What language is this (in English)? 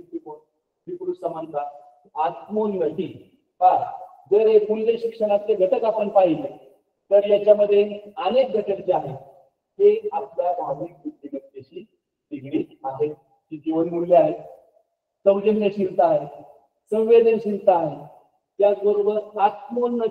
Marathi